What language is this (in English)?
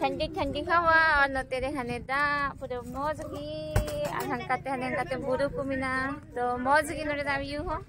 Santali